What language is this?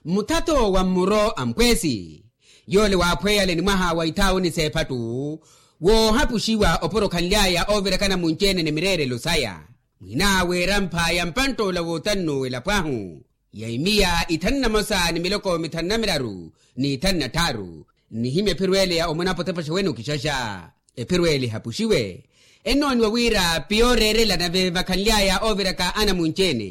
Makhuwa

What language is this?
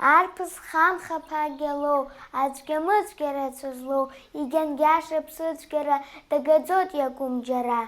Abkhazian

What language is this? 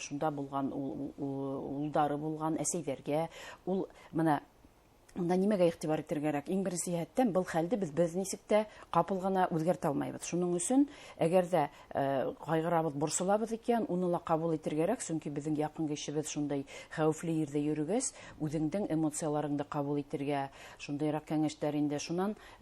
Bashkir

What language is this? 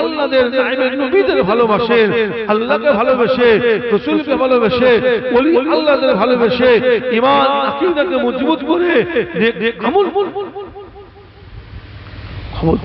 Bangla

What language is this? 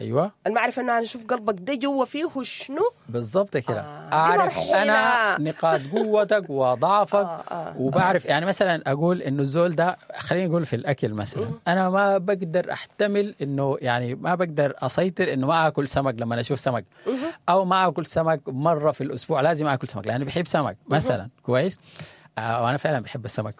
Sudanese Arabic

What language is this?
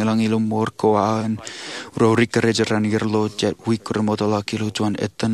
Marshallese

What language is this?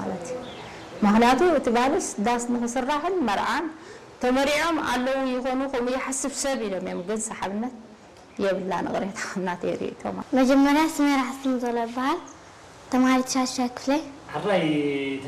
Tigrinya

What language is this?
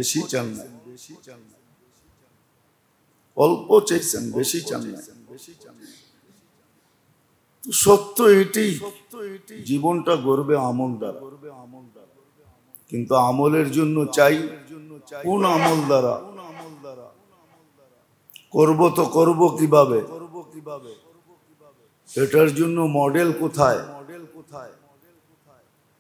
Bangla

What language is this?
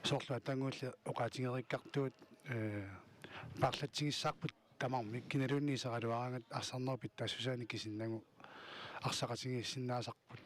Kalaallisut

